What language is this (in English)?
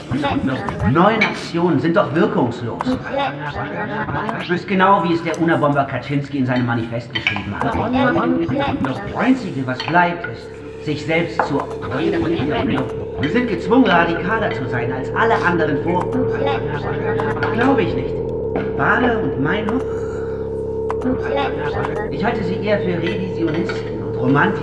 German